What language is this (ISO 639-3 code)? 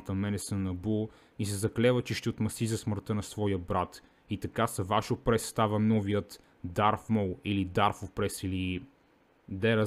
bul